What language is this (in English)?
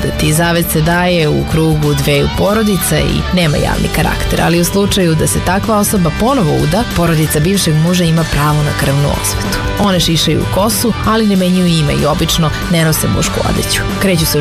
Serbian